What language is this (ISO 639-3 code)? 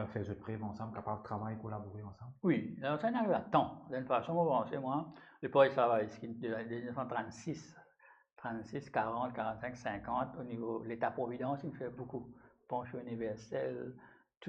mfe